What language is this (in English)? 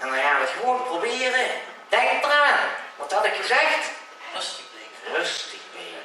Limburgish